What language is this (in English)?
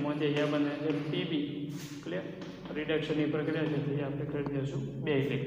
Gujarati